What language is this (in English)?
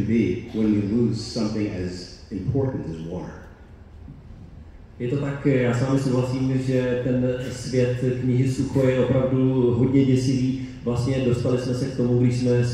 Czech